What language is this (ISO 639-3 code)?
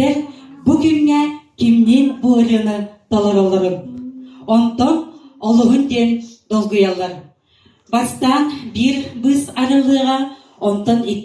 sah